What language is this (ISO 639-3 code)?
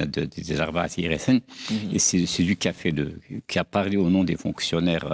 kab